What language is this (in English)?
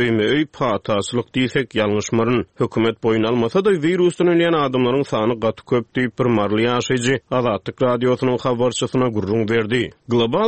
Turkmen